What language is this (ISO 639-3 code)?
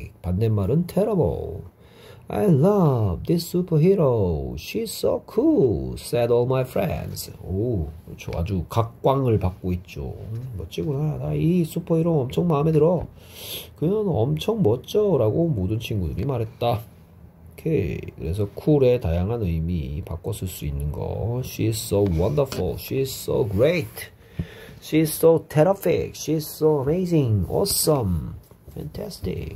kor